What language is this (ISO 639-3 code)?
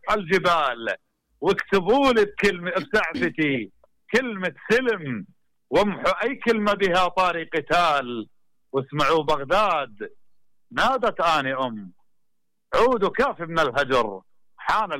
acm